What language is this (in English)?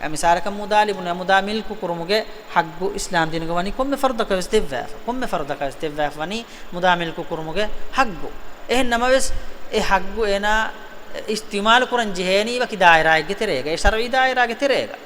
Divehi